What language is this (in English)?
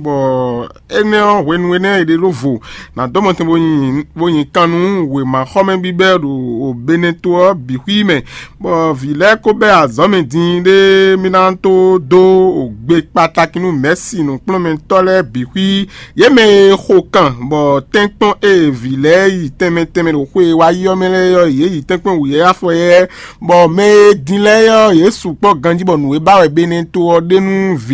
Fon